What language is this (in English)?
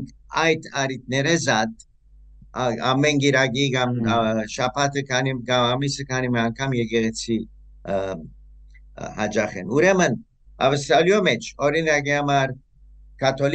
Western Armenian